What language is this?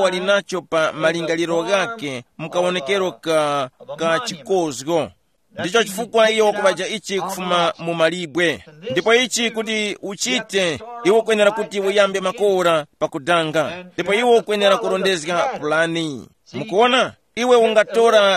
Tumbuka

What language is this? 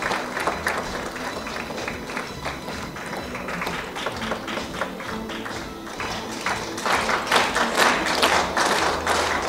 Russian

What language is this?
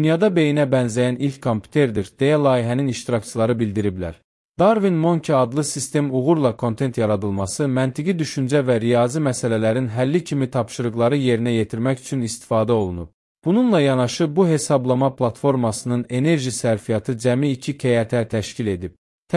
Azerbaijani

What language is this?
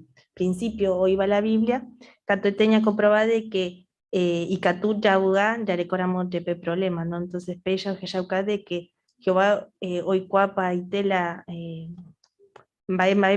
Guarani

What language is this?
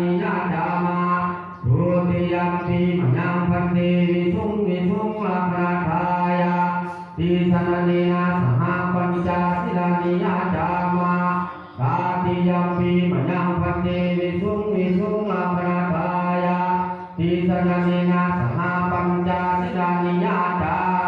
Pali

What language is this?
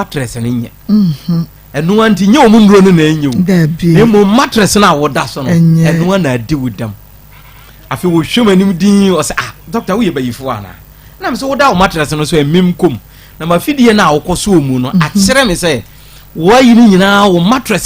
Akan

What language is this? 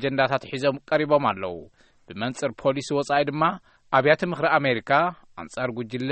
Tigrinya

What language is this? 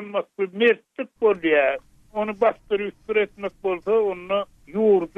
Turkmen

